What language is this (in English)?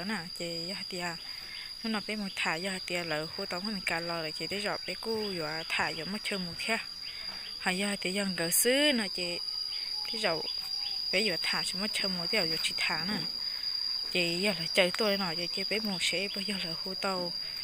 Hmong